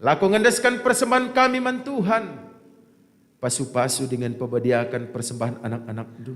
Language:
Batak Karo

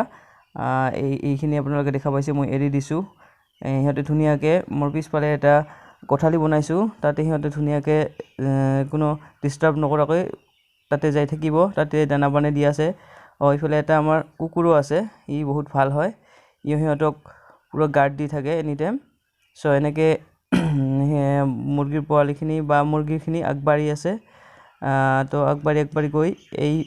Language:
Assamese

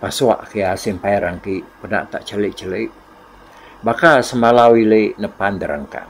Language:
Iban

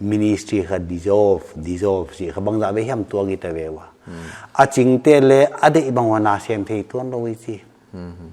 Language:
Paite Chin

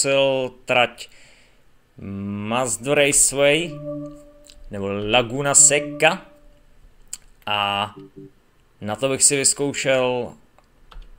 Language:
Czech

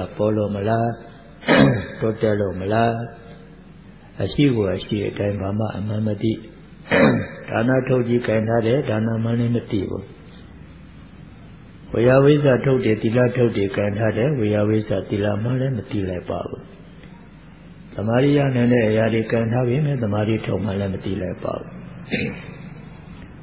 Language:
Burmese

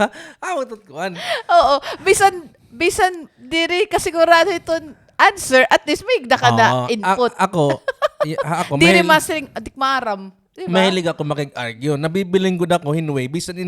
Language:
Waray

